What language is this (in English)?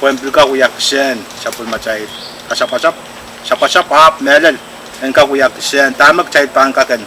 Pohnpeian